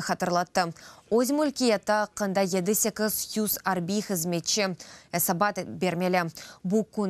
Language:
Crimean Tatar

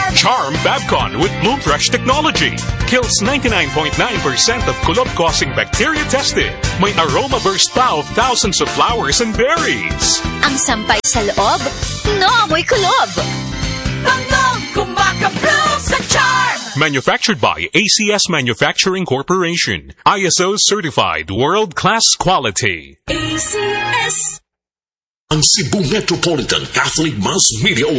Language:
Filipino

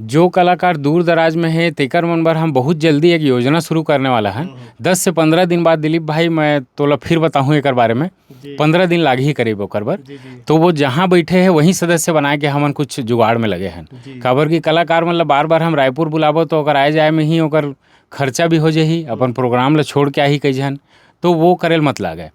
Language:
Chhattisgarhi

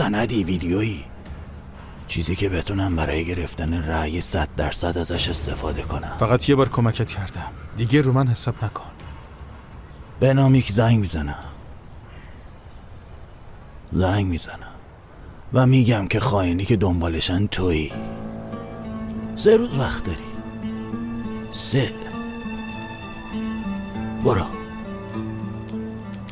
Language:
Persian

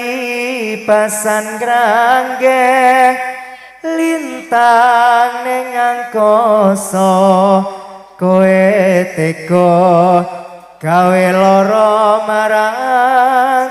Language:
Javanese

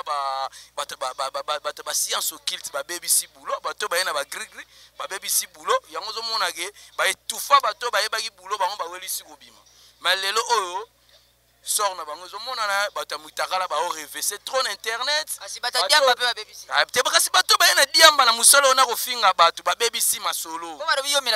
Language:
Lingala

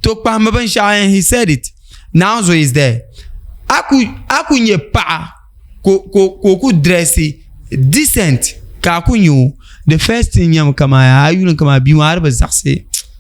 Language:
Dagbani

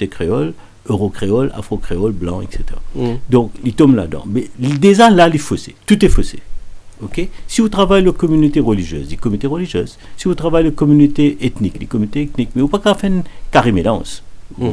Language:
Morisyen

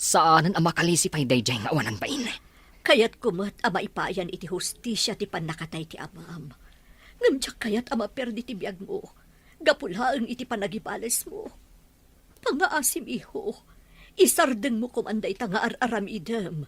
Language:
Iloko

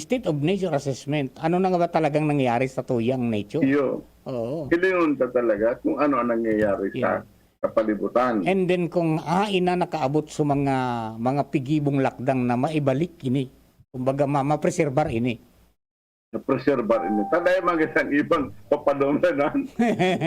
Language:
Bikol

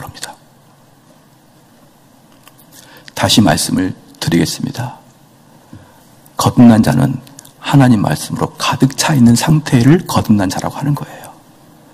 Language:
Korean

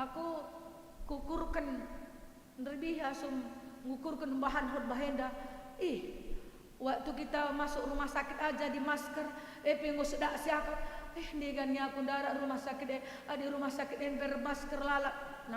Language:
Batak Karo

